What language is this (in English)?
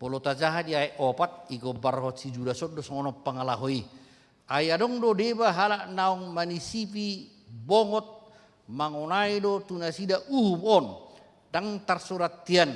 Batak Toba